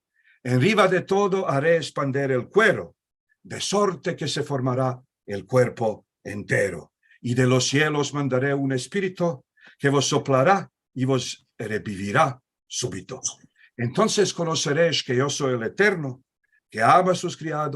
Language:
Ladino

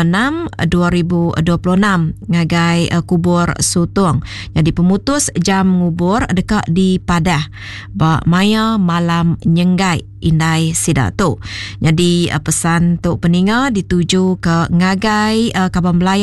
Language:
Iban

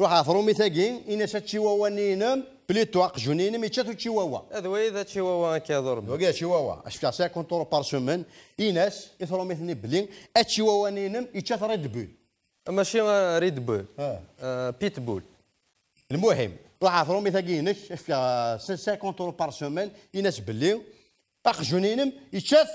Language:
Kabyle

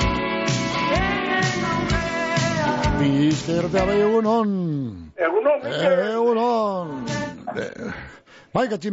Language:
Basque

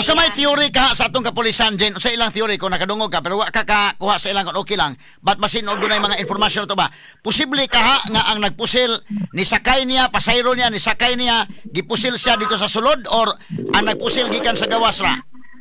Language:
Cebuano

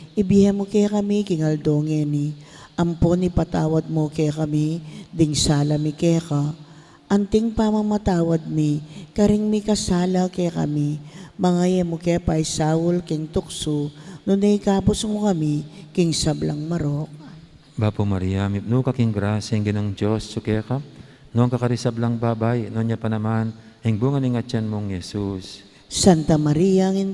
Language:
Pampanga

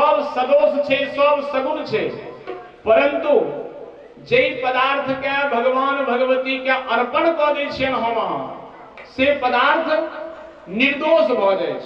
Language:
Maithili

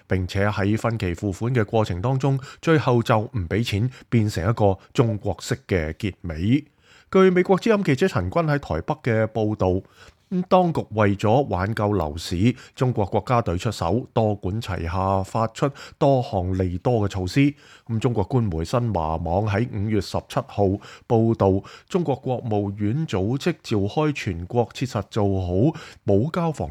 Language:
Cantonese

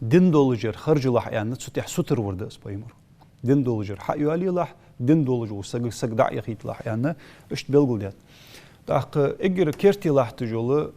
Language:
Ingush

